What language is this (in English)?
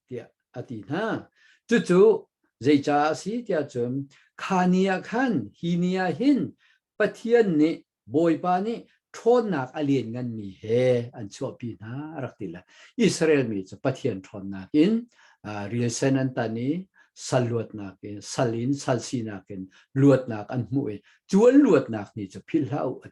Hakha Chin